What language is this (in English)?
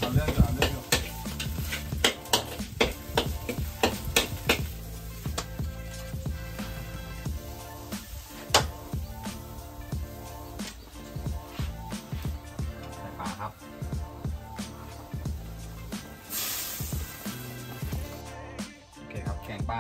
Thai